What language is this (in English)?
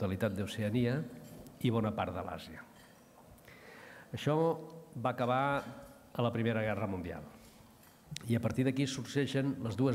Catalan